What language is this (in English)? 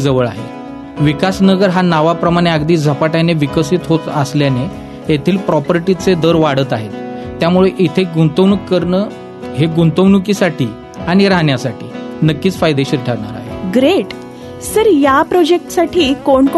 Marathi